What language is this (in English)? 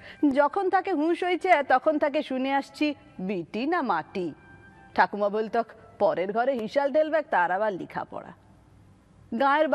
Bangla